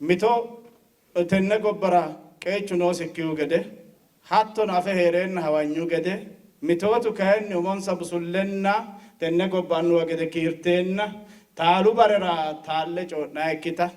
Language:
Sidamo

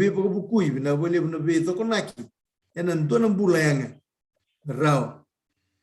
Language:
Fijian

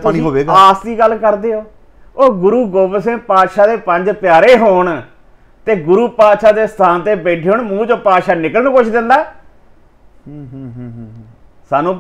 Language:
Punjabi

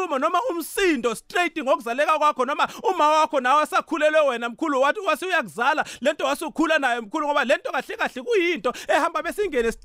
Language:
South Ndebele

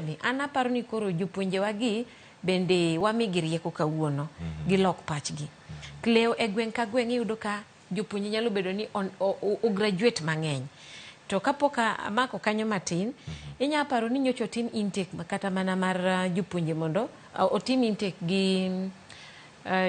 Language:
Luo (Kenya and Tanzania)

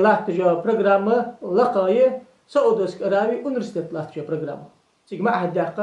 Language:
Ingush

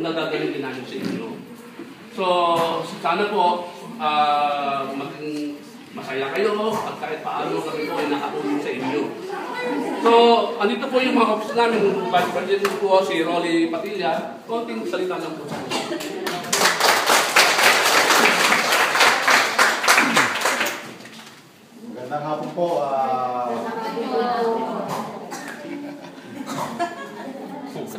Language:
Filipino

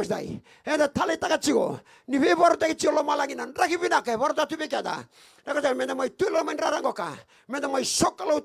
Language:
Fijian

